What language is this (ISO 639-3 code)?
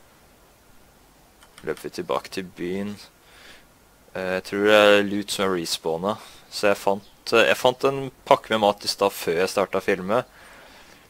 nor